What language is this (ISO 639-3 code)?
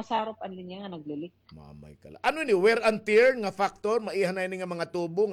war